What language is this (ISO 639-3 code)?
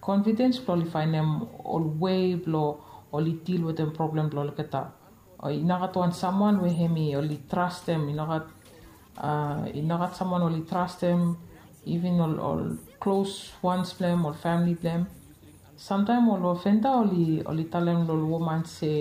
bis